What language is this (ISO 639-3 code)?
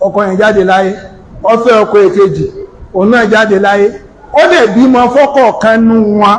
yor